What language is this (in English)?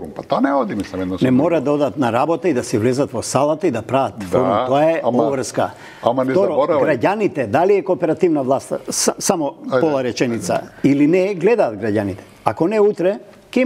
Macedonian